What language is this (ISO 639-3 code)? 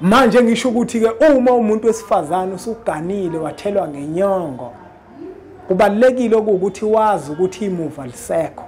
zul